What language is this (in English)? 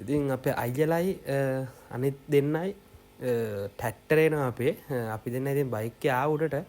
Sinhala